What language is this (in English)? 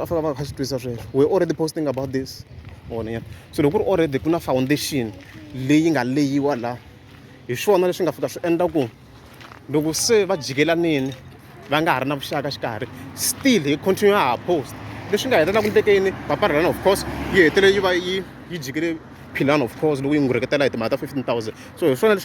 Tsonga